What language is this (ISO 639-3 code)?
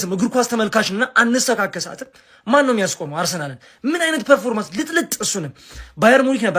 amh